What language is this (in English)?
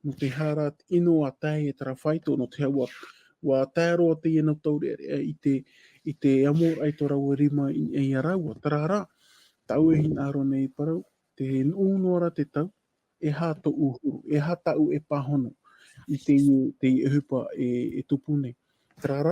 Tahitian